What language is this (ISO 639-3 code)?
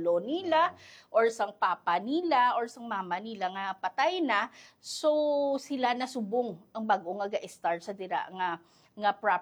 hil